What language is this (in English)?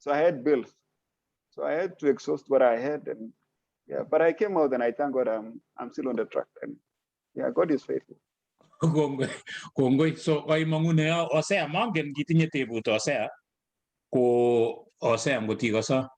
Kalenjin